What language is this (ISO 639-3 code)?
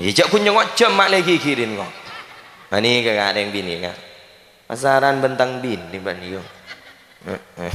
mad